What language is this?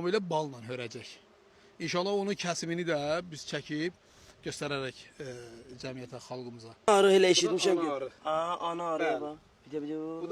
Azerbaijani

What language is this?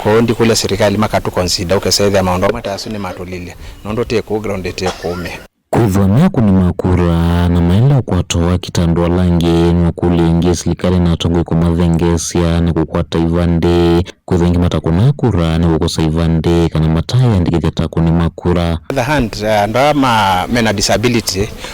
Kamba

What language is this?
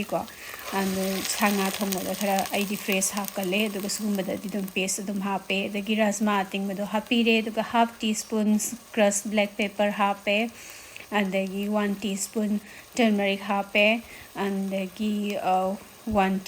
Manipuri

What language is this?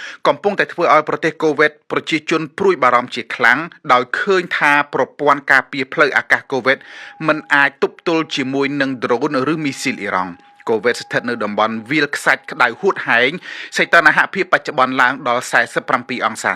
Khmer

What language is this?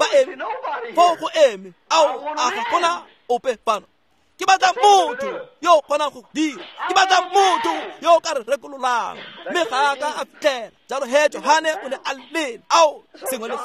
Tswana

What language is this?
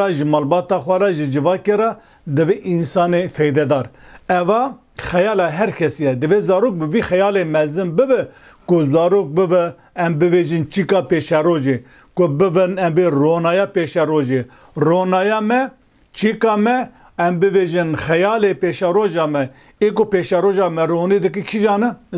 Kurdish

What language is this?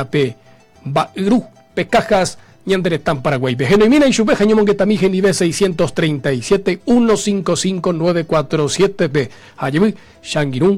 Guarani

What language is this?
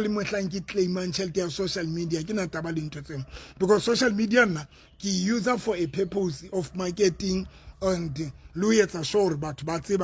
Southern Sotho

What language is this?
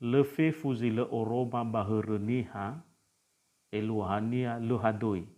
Nias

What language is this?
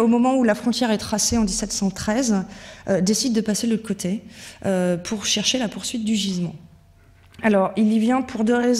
French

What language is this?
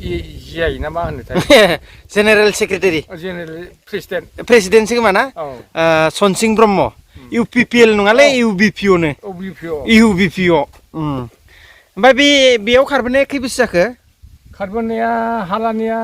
Bodo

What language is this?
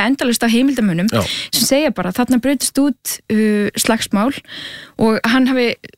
Icelandic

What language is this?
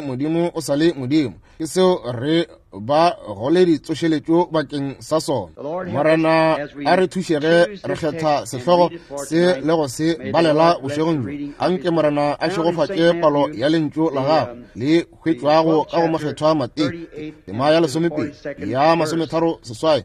Northern Sotho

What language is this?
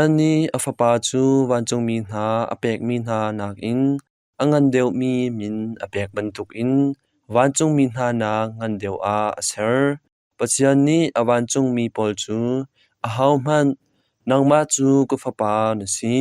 Hakha Chin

